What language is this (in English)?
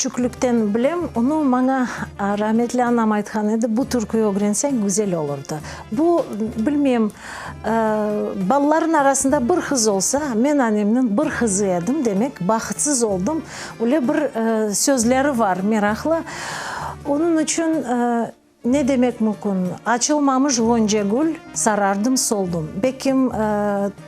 Crimean Tatar